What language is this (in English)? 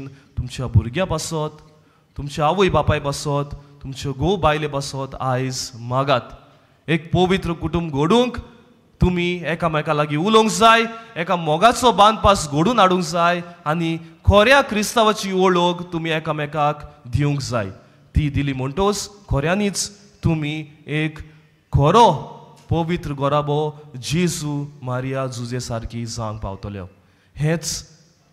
Konkani